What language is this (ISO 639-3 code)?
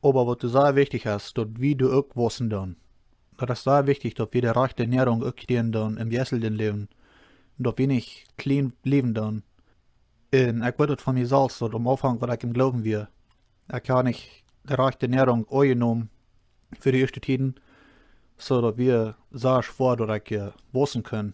pdt